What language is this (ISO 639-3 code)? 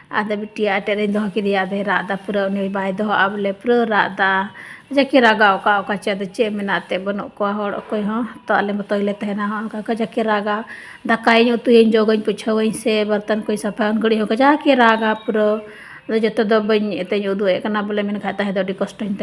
sat